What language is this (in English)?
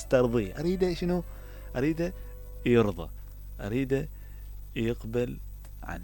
Mesopotamian Arabic